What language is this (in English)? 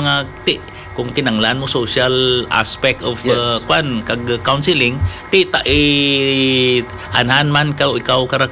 Hiligaynon